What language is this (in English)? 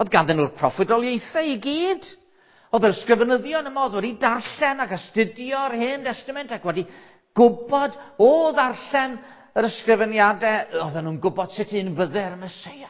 Welsh